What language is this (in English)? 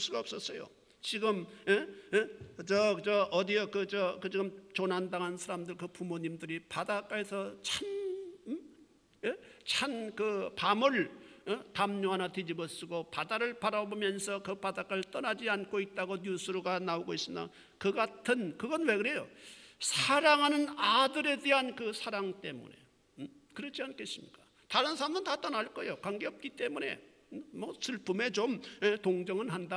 Korean